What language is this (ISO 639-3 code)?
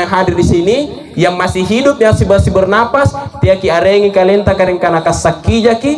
mak